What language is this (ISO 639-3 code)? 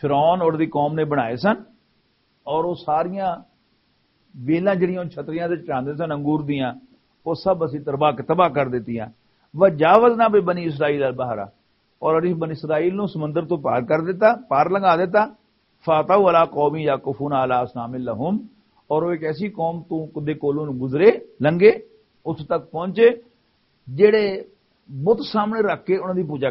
lah